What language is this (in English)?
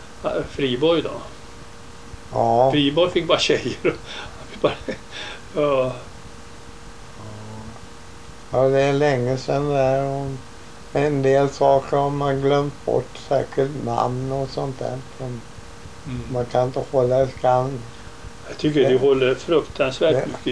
Swedish